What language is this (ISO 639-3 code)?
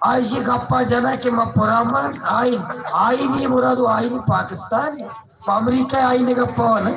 bal